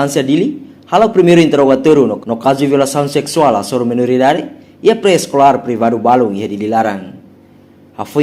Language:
Tetum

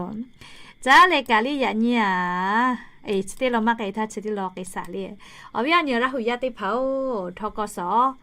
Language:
Lahu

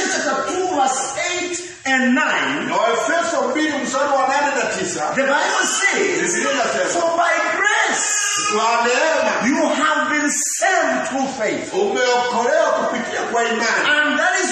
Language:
Swahili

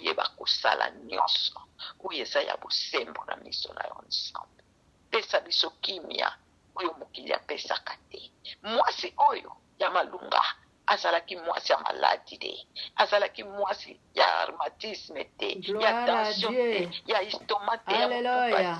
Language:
Lingala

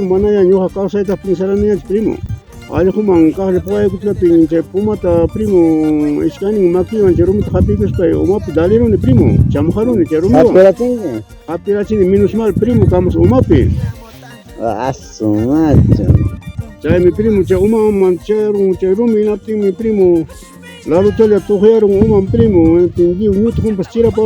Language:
Ayacucho Quechua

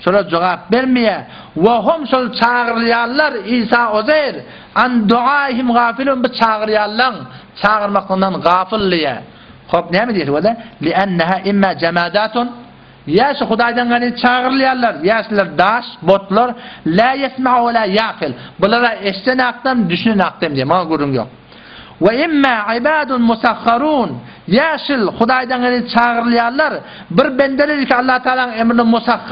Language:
Turkmen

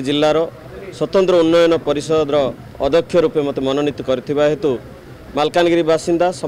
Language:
Odia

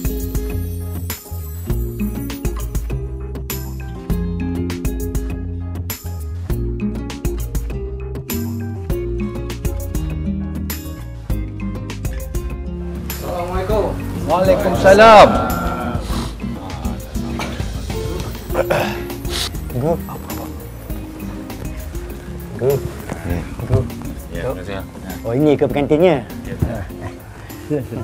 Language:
Malay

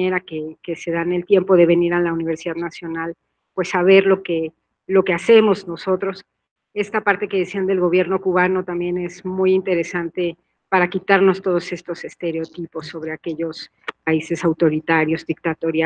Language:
Spanish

